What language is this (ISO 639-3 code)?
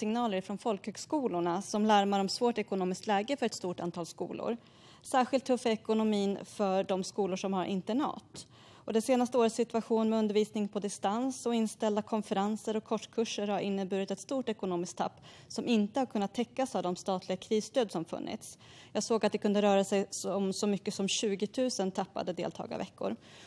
swe